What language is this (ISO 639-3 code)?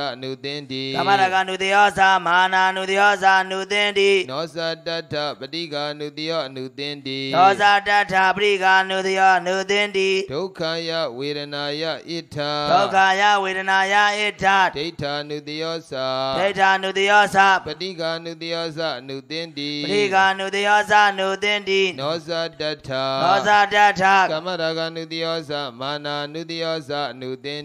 mya